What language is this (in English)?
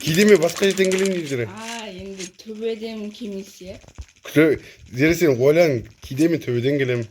Kazakh